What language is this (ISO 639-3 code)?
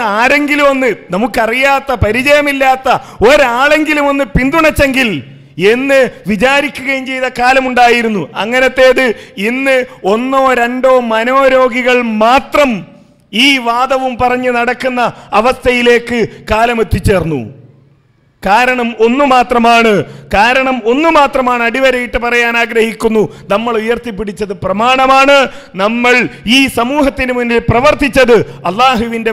mal